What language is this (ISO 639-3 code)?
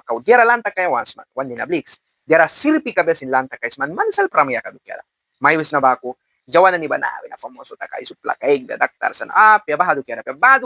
miq